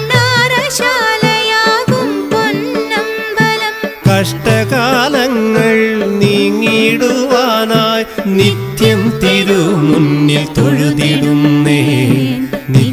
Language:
Malayalam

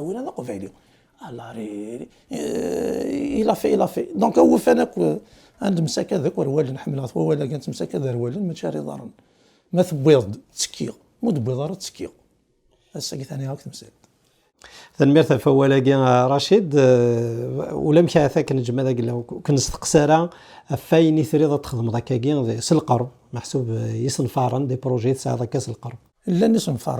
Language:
Kabyle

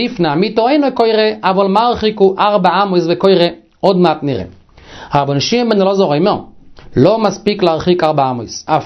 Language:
Hebrew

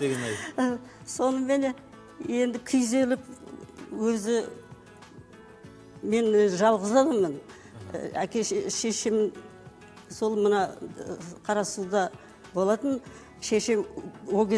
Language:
Kazakh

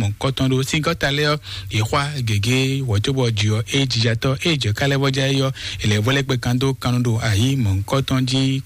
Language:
Fon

